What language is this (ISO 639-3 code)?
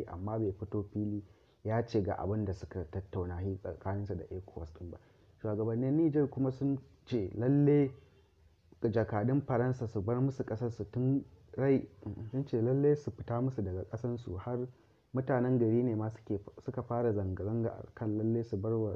hau